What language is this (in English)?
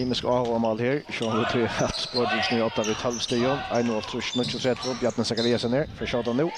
Faroese